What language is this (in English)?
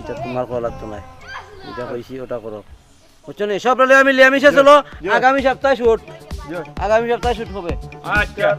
Sylheti